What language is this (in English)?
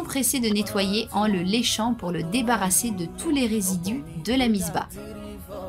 French